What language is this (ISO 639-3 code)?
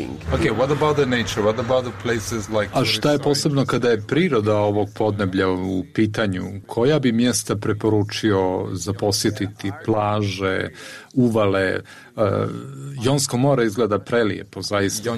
srp